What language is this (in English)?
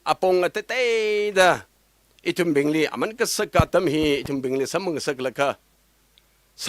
Tangkhul Naga (India)